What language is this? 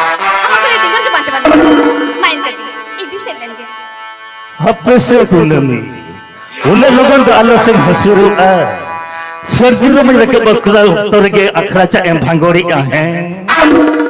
Santali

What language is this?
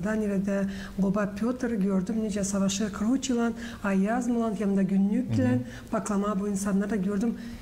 Gagauz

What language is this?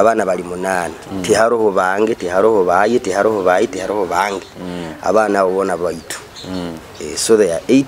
Nyoro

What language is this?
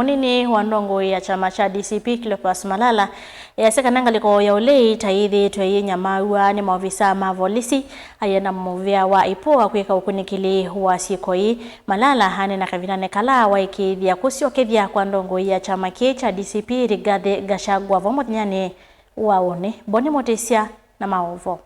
Kamba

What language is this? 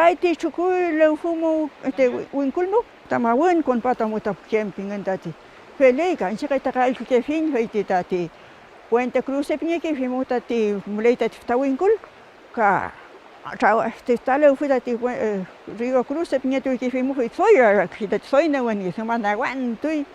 Mapuche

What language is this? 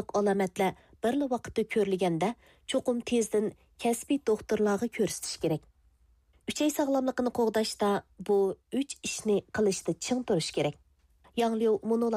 Uyghur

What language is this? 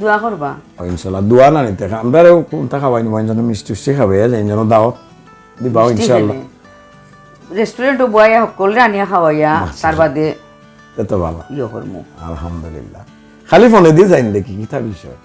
Sylheti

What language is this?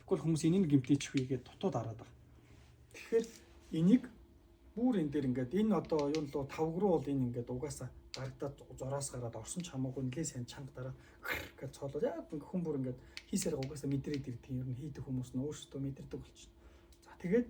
Mongolian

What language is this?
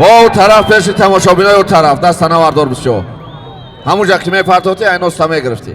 Tajik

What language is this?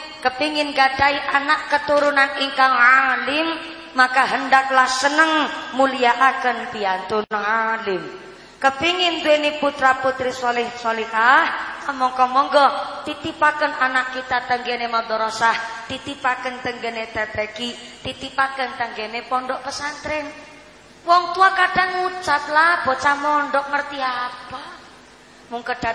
Javanese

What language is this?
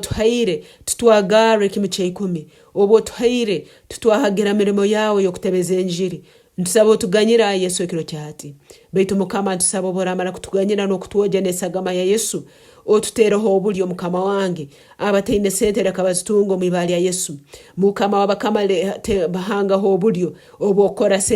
Nyankole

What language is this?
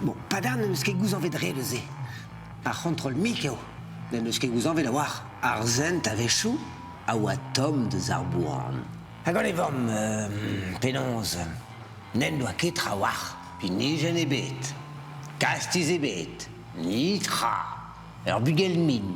Breton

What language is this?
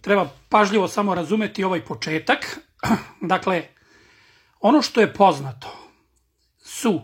Serbian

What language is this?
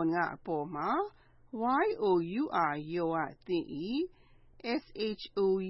Burmese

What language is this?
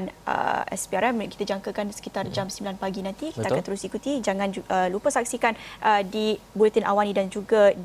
Malay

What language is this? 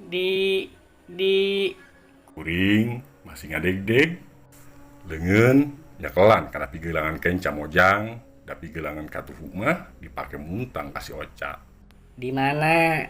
Sundanese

